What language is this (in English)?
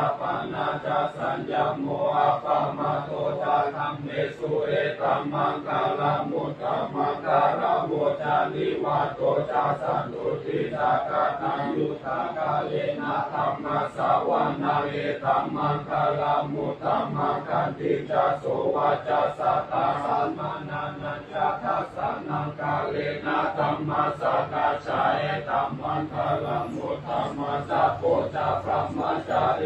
Pali